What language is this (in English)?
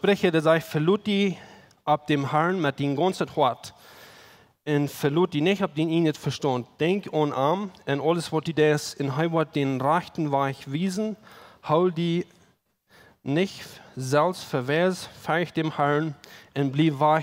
Plautdietsch